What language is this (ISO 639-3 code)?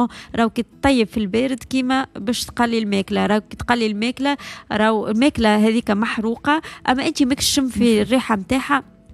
aeb